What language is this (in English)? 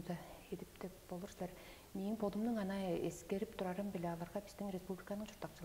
Tuvinian